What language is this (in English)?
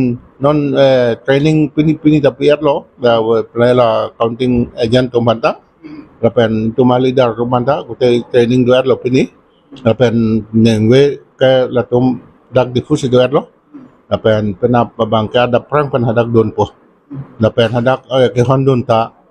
Karbi